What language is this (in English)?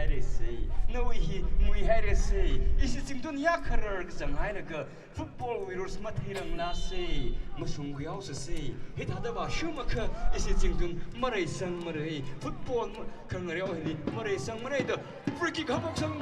Tangkhul Naga (India)